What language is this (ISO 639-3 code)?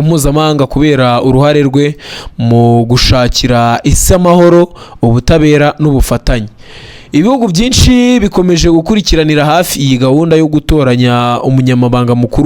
kin